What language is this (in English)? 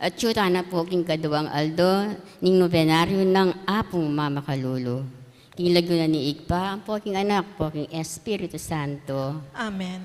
Pampanga